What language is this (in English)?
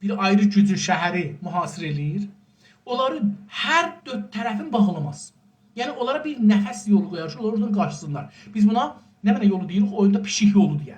South Azerbaijani